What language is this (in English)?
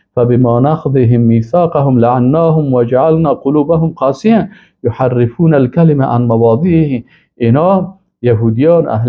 Persian